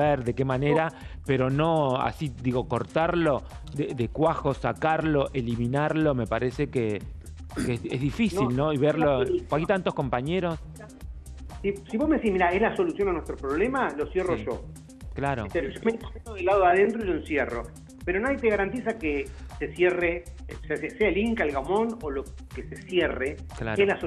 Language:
Spanish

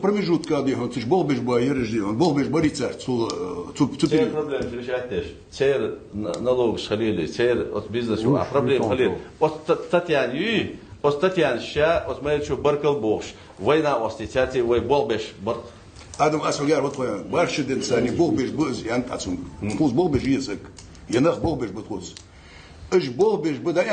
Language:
Ingush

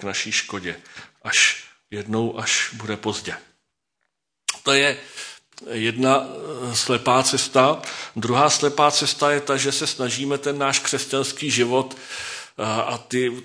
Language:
Czech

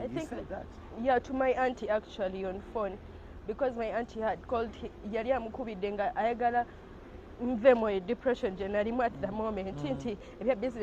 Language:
Ganda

